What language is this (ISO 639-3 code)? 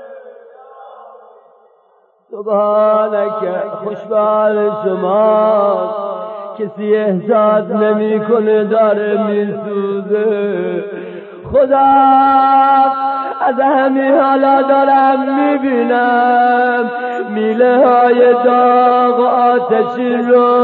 fas